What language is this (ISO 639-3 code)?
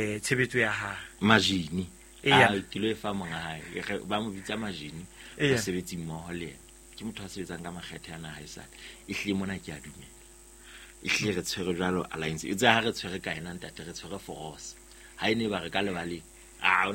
sot